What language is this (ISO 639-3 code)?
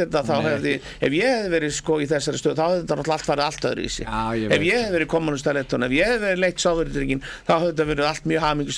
isl